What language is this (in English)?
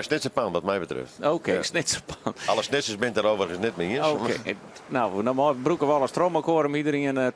Western Frisian